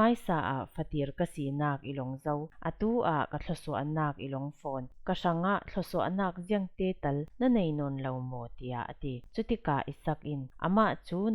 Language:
Falam Chin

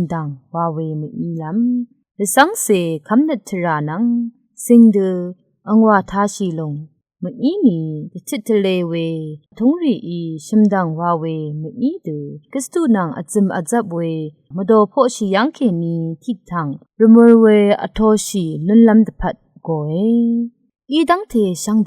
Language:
Rawang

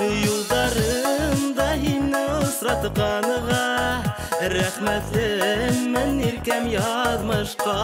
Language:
Bashkir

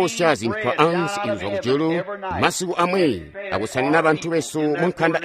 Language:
Tonga (Zambia)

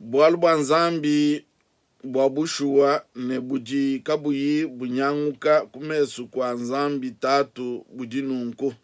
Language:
Luba-Lulua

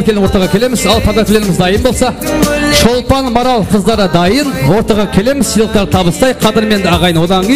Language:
Kara-Kalpak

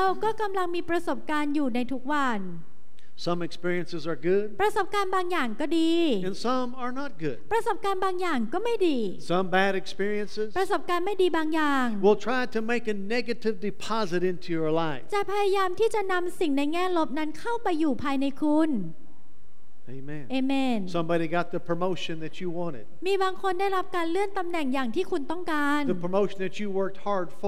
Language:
Thai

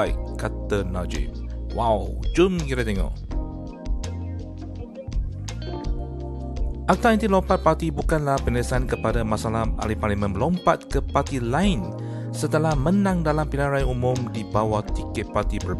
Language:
Malay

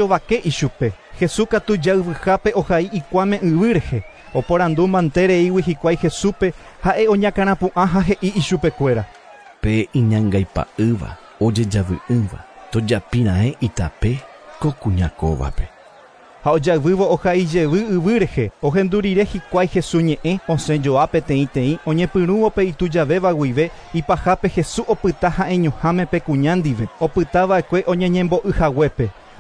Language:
Guarani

